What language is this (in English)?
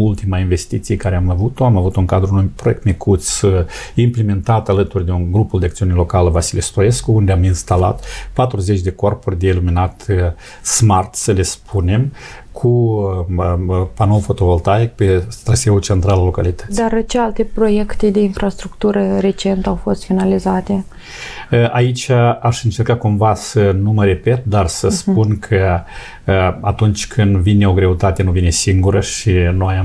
Romanian